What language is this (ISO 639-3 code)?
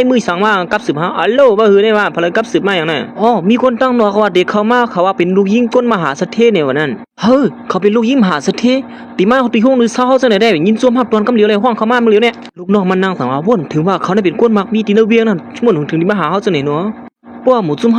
shn